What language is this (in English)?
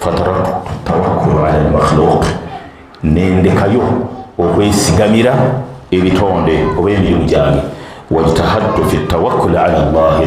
Ganda